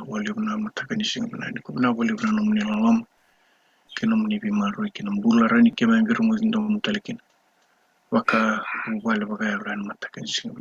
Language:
Fijian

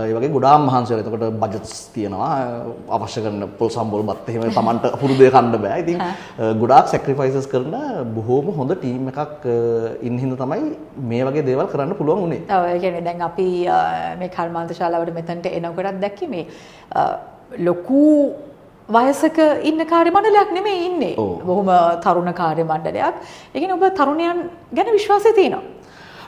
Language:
Sinhala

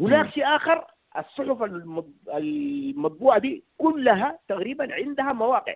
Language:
Sudanese Arabic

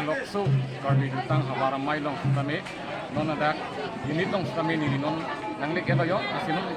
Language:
Karbi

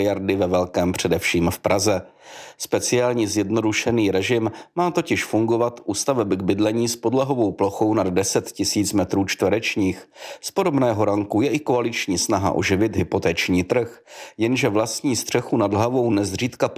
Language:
Czech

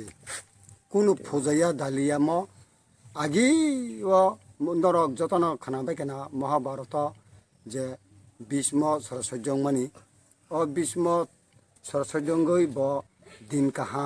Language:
Kok Borok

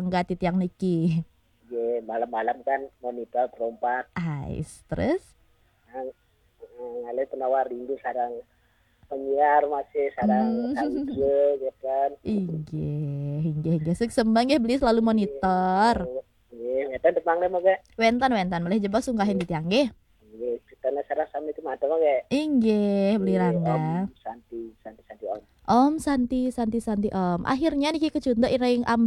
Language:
Balinese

